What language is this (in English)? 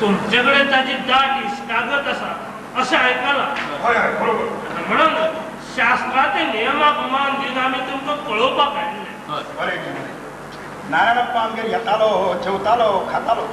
Konkani